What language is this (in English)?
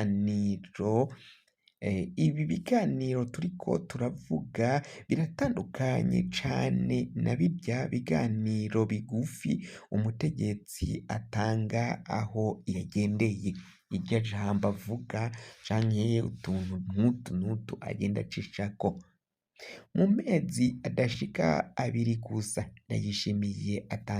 Rundi